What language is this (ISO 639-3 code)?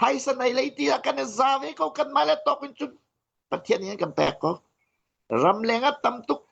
cnh